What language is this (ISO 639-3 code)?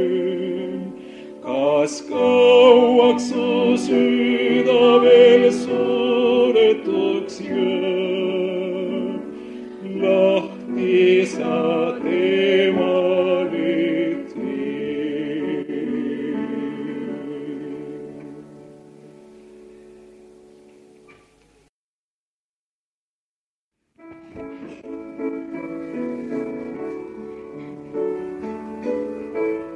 est